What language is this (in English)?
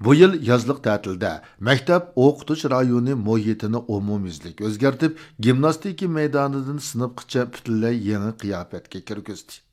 Uyghur